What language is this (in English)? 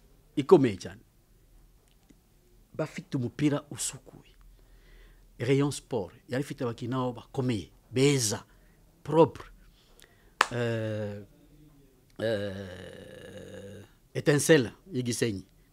Kinyarwanda